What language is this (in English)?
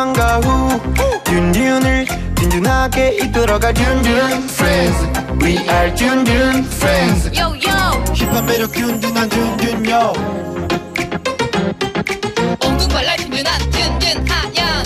Korean